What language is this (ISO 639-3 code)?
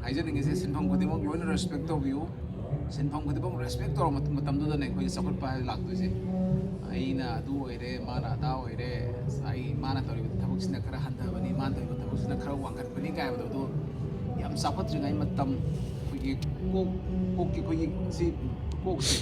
mni